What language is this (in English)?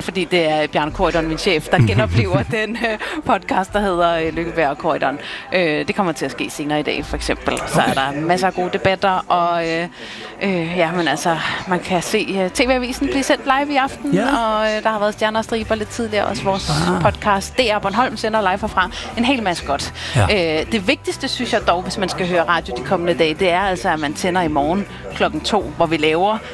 Danish